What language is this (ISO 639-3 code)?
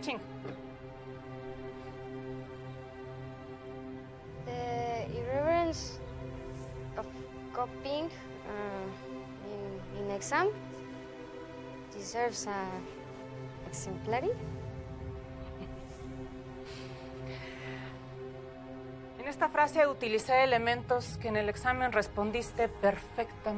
spa